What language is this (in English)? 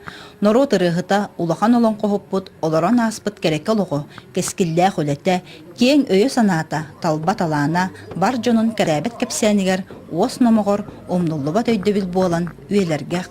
Yakut